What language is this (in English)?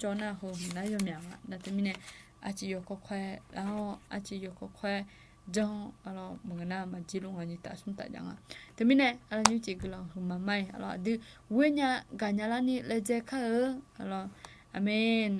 Akha